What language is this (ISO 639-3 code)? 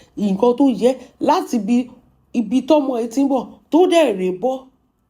yor